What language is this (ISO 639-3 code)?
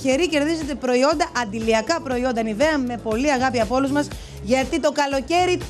ell